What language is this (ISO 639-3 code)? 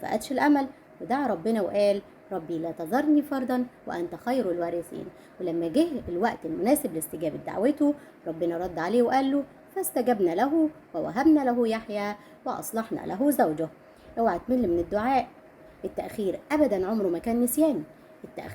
arz